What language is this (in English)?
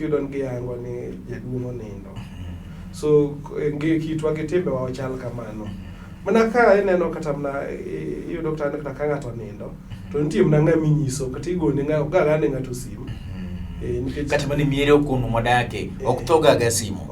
Luo (Kenya and Tanzania)